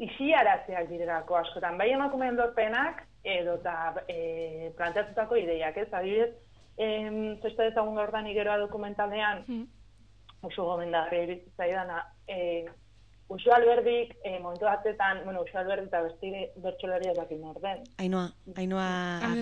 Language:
Basque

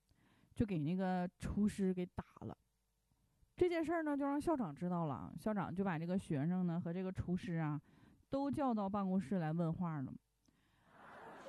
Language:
Chinese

